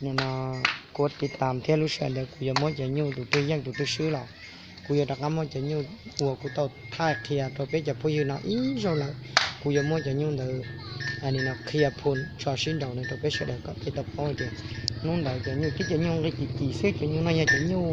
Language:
Hmong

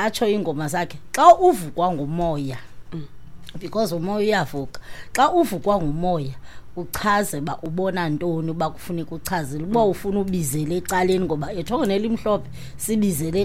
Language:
Xhosa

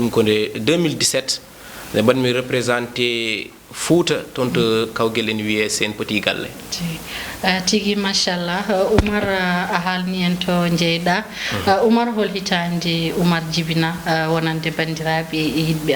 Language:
Fula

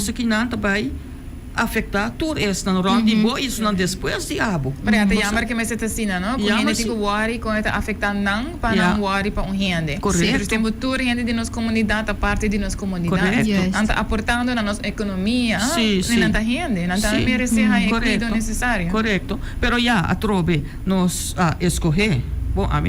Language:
Papiamento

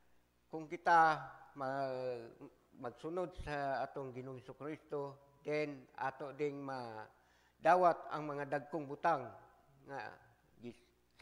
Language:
Cebuano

